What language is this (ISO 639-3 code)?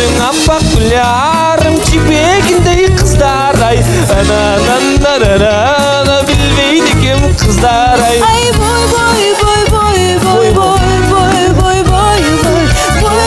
kir